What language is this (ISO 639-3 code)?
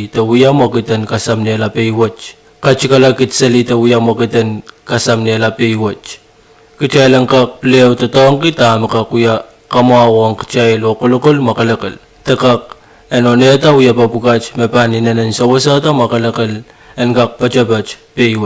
pon